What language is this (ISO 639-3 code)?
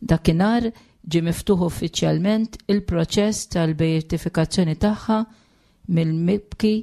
mlt